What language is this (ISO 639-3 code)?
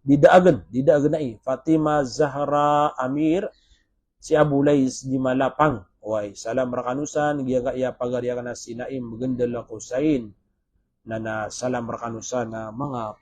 mrw